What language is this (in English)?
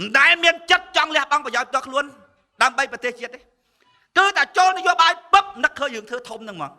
Khmer